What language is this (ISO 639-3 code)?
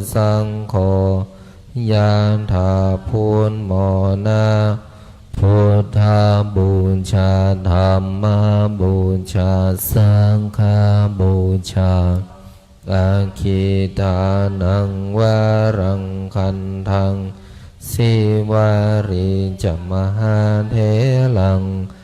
pli